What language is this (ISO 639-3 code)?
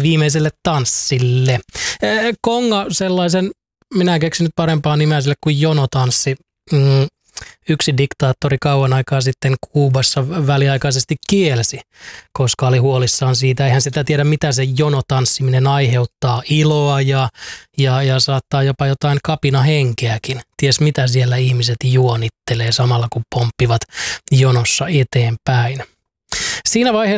fin